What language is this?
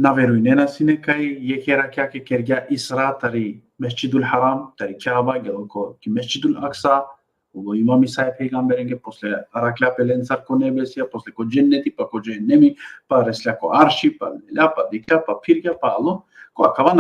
Balkan Romani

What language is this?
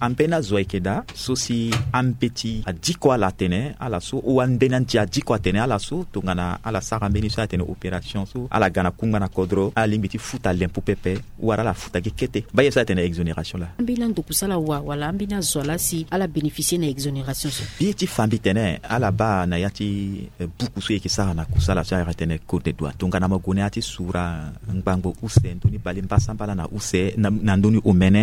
Sango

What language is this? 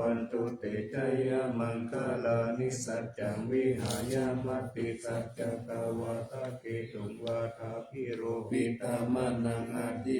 Pali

